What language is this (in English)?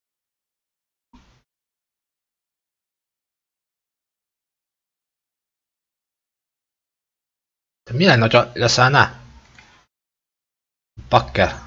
Hungarian